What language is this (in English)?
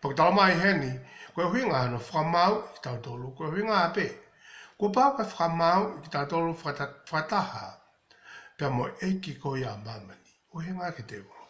Tongan